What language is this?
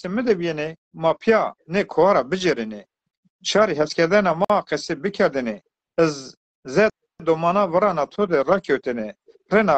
Zaza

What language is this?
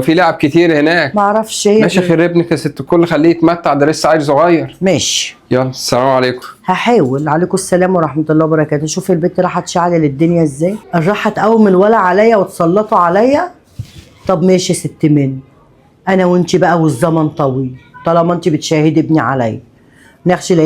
Egyptian Arabic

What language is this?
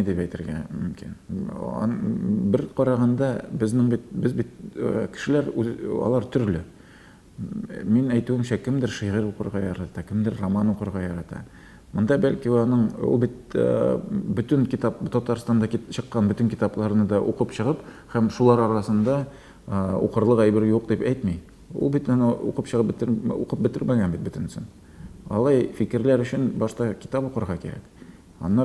Tatar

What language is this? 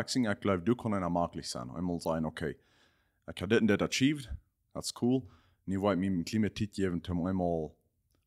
Plautdietsch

